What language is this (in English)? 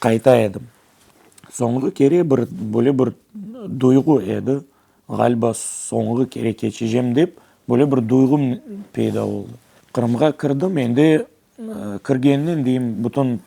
Crimean Tatar